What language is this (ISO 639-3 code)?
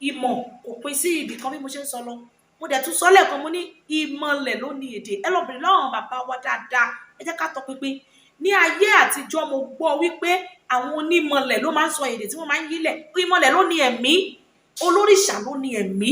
yor